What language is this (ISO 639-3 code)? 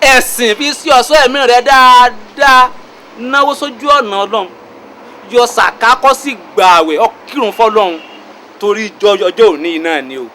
yor